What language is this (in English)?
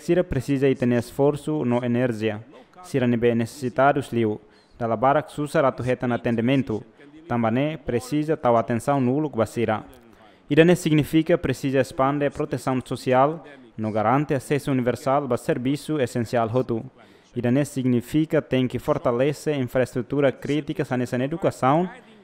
Tetum